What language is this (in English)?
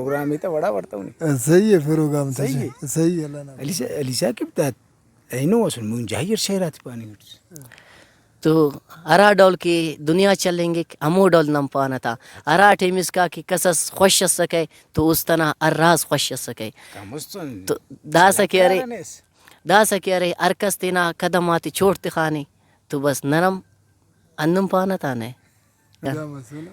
Brahui